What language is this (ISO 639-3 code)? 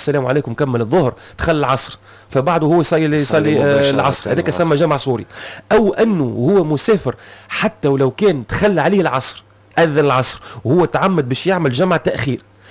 aeb